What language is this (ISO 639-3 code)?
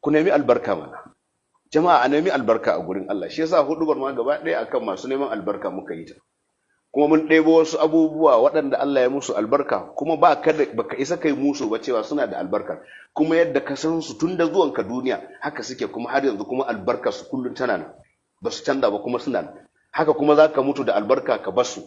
hau